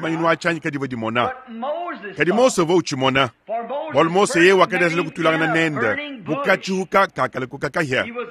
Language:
Luba-Lulua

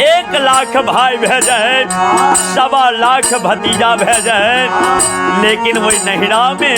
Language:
Maithili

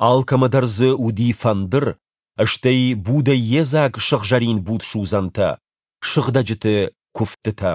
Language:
Ossetic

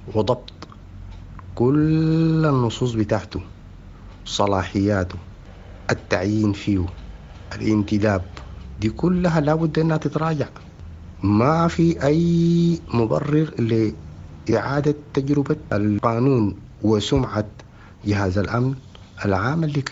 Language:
Sudanese Arabic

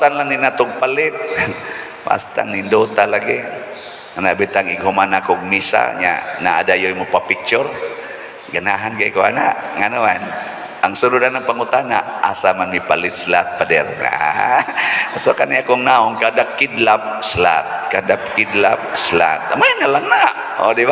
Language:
Cebuano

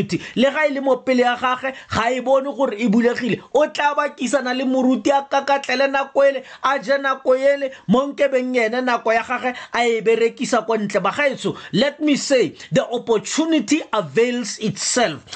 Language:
Tswana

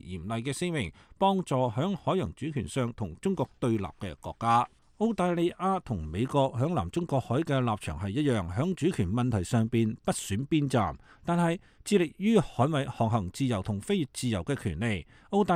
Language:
Cantonese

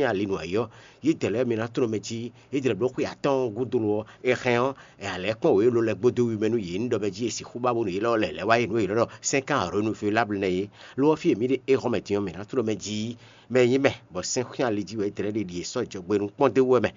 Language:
Fon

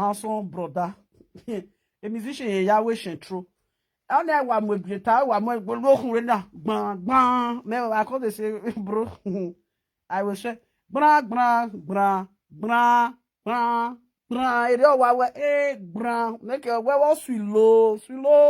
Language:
Nigerian Pidgin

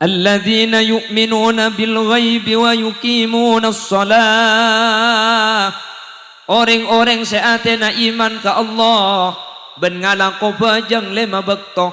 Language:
Madurese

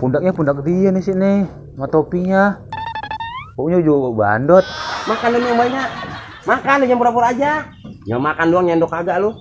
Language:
Betawi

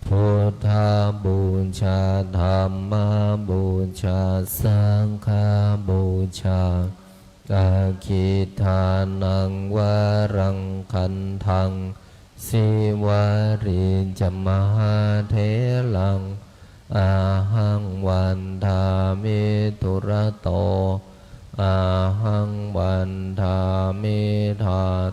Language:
Pali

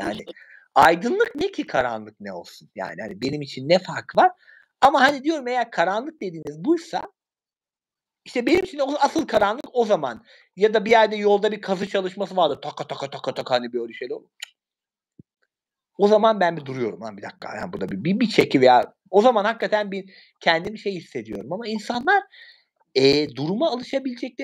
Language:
Turkish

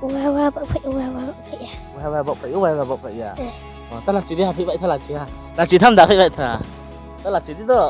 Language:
Riang (India)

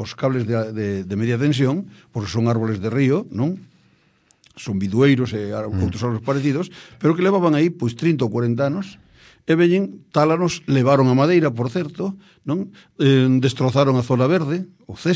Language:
Galician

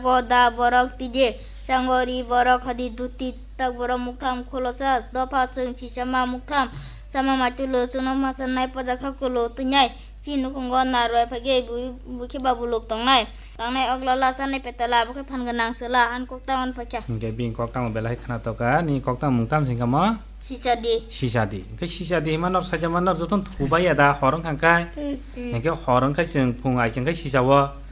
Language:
Kok Borok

